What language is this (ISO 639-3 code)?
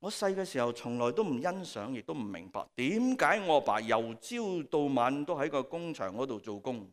yue